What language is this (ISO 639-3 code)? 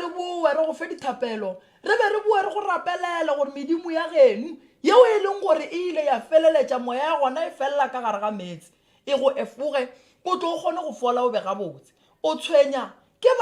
nso